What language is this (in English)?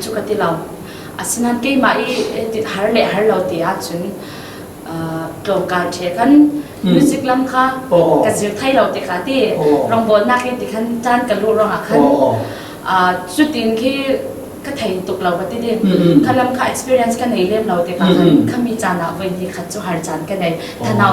Falam Chin